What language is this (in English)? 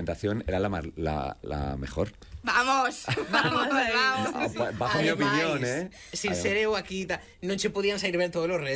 Galician